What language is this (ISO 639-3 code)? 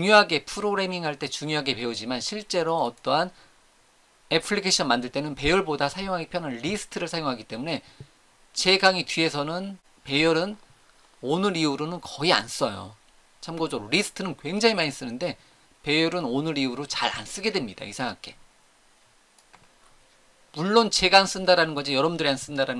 kor